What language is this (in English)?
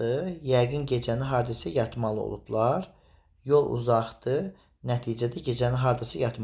Azerbaijani